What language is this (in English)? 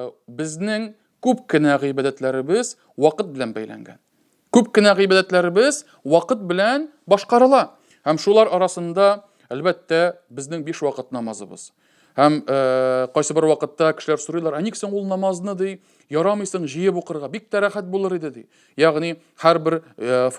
Tatar